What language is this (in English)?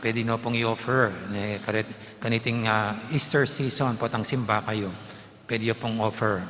Pampanga